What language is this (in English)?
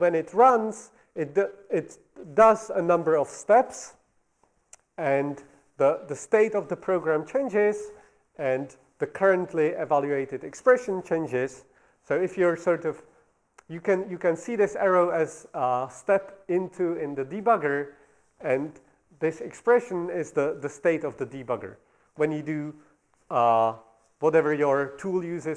English